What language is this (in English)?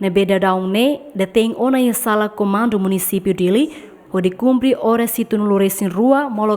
Tetum